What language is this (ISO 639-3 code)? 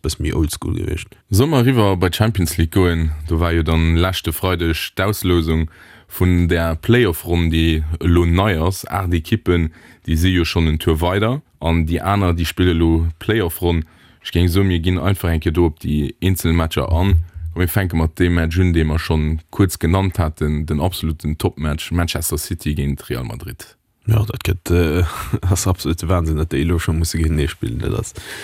ltz